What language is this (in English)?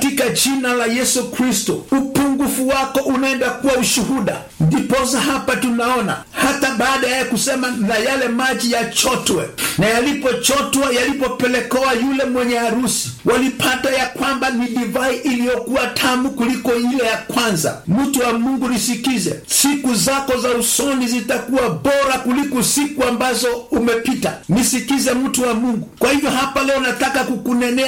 Swahili